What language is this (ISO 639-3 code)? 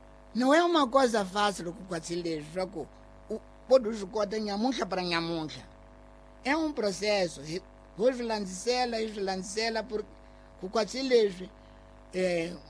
tso